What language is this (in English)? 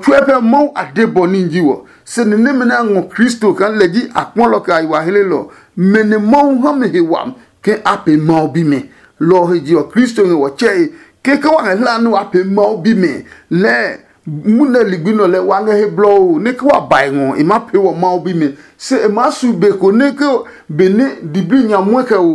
Adangme